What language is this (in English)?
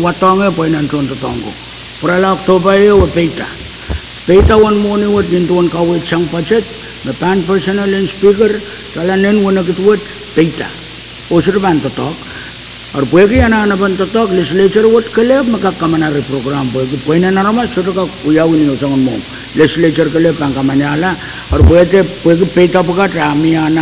Pohnpeian